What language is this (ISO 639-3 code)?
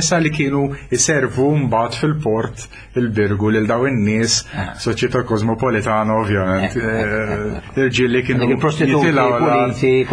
mlt